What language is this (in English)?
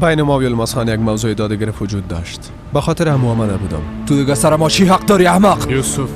Persian